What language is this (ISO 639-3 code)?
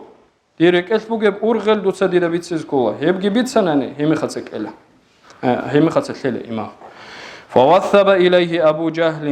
ava